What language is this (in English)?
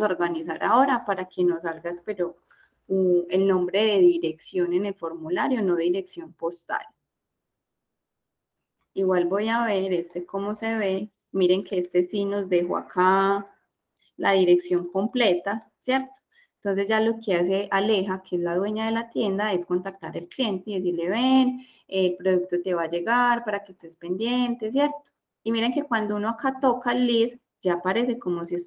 Spanish